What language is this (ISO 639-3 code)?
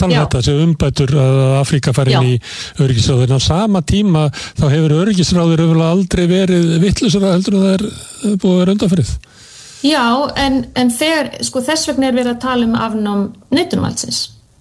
isl